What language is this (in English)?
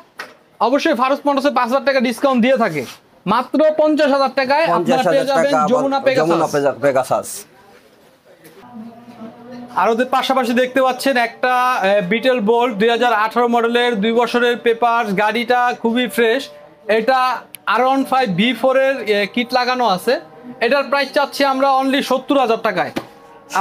Bangla